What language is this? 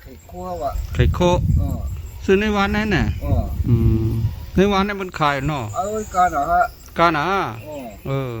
Shan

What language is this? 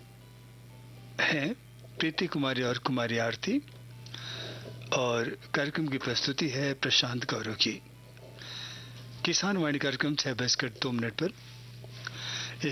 Hindi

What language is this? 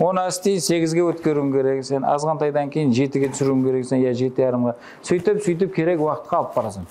Kara-Kalpak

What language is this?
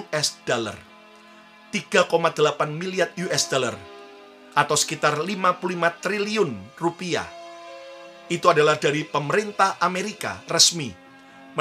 Indonesian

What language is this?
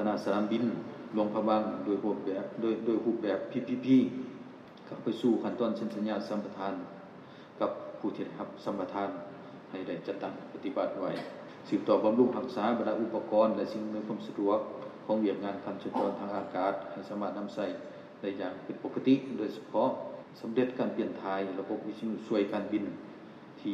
Lao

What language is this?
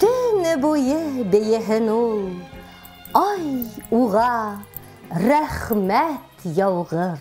Bashkir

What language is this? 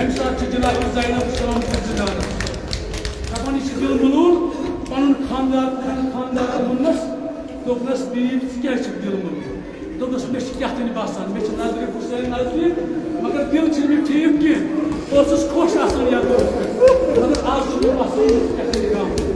Kashmiri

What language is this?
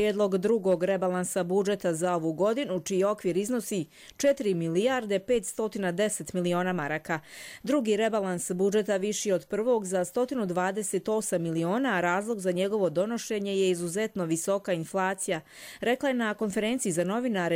Croatian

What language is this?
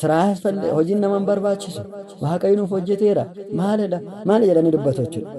Oromo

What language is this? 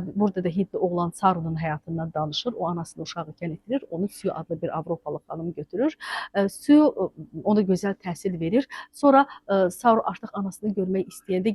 Azerbaijani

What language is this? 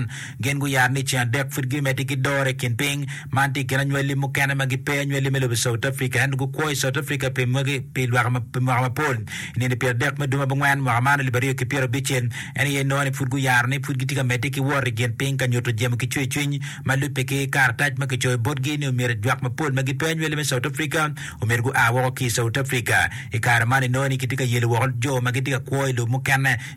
Acoli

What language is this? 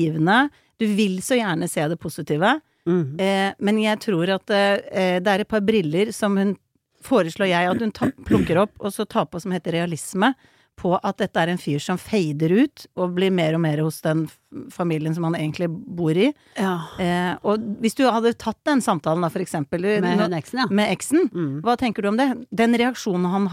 Norwegian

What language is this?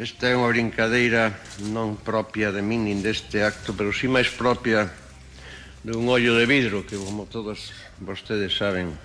Galician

